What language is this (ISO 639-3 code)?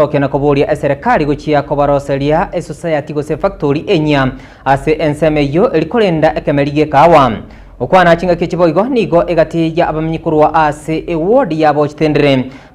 guz